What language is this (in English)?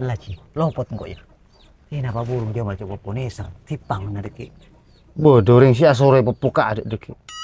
Madurese